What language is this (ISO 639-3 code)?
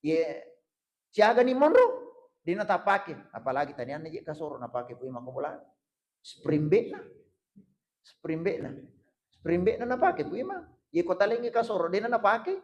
bug